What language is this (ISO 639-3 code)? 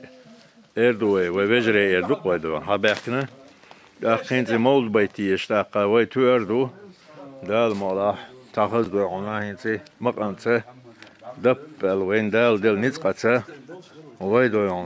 che